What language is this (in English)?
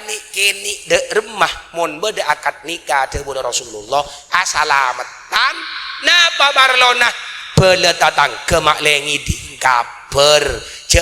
Madurese